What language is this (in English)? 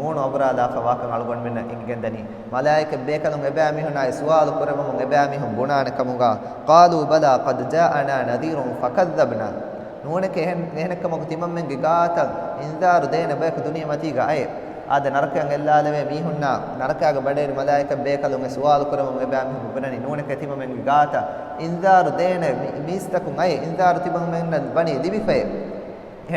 Divehi